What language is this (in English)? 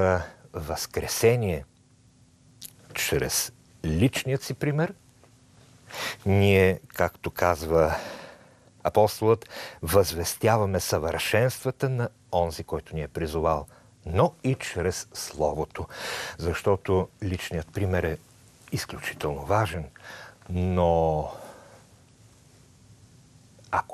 Bulgarian